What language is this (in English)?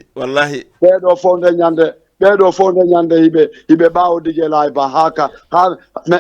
Fula